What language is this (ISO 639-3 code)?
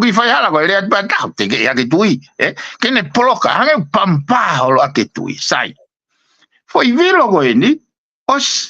ton